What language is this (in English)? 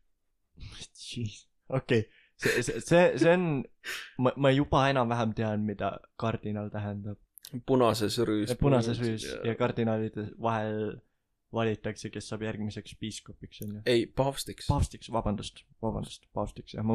Estonian